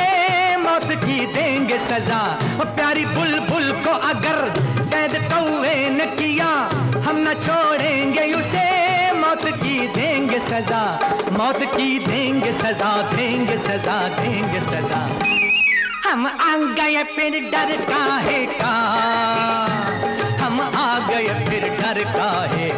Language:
Hindi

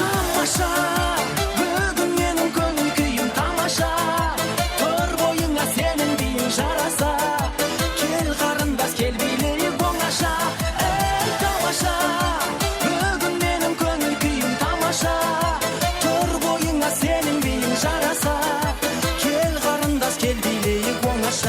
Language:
Kara-Kalpak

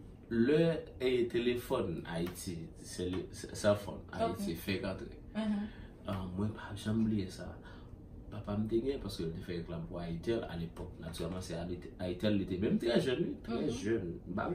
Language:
Haitian Creole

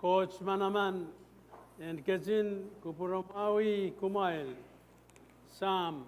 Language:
Pohnpeian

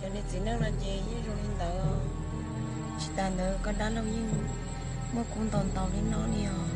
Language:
Hmong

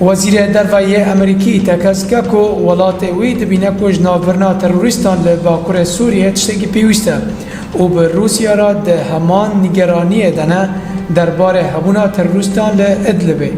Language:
Kurdish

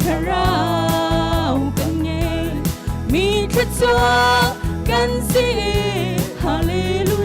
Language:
Hakha Chin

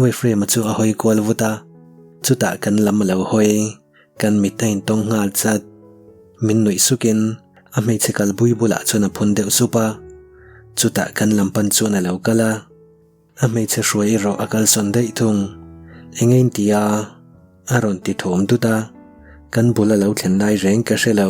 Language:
Mizo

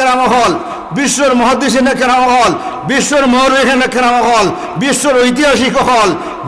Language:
Sylheti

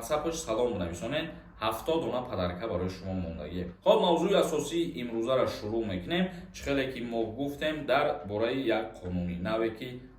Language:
Tajik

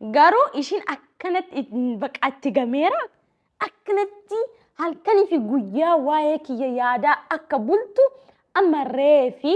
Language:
Oromo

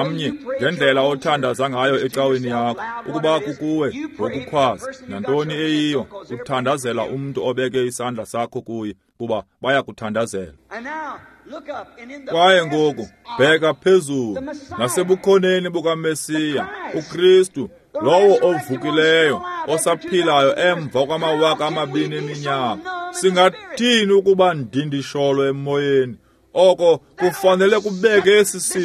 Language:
Xhosa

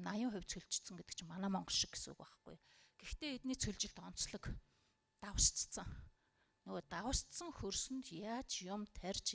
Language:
Mongolian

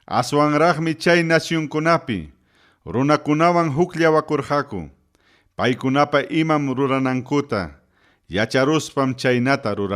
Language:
Ayacucho Quechua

